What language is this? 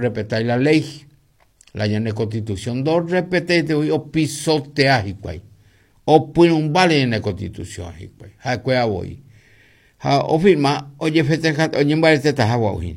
Guarani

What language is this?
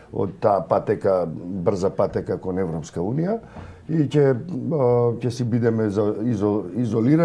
Macedonian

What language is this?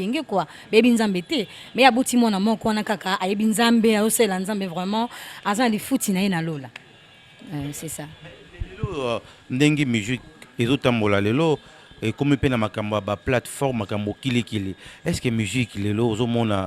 Lingala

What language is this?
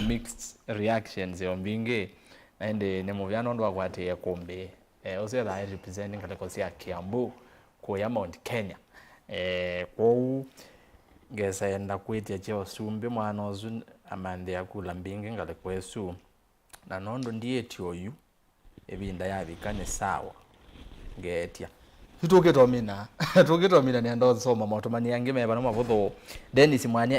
Kamba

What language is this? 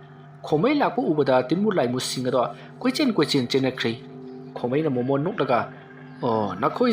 Manipuri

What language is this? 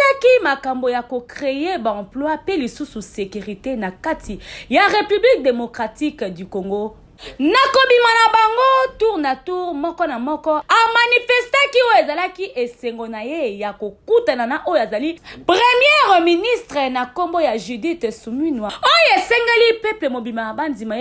Lingala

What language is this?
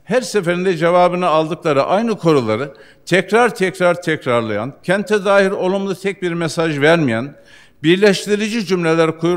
Turkish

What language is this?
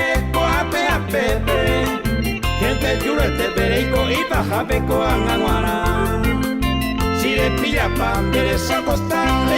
Guarani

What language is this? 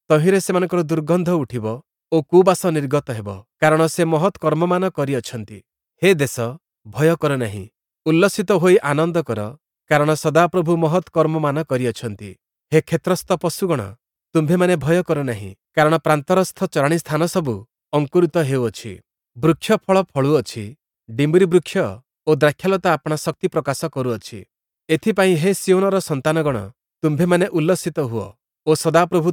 Odia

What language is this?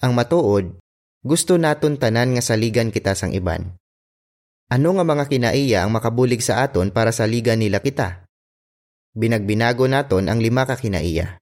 Hiligaynon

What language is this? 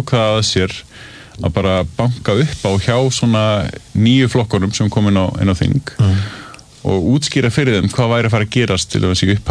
Icelandic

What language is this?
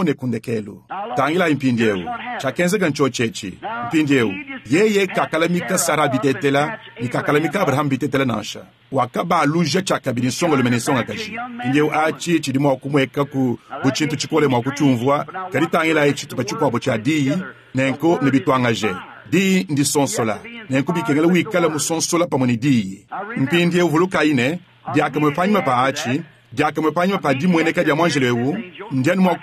Luba-Lulua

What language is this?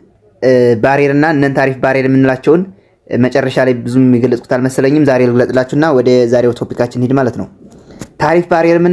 Amharic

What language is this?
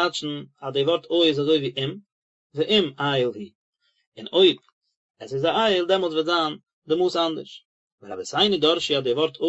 Yiddish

